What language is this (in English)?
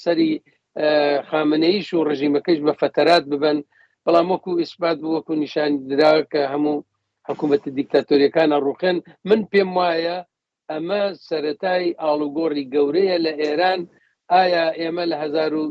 Central Kurdish